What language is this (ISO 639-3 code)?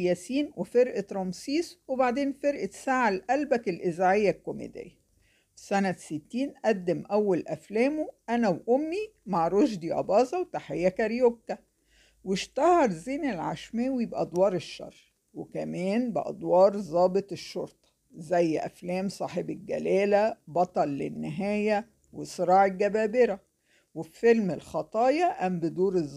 arz